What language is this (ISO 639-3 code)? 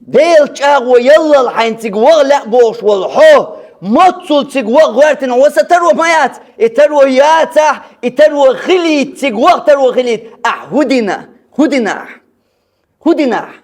che